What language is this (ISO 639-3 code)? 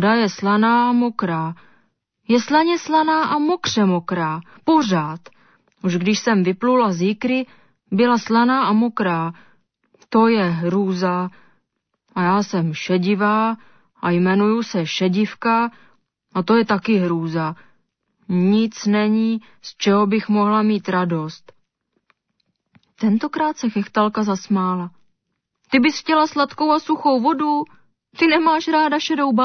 ces